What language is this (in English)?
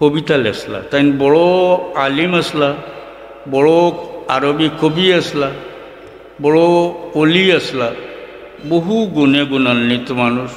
Sylheti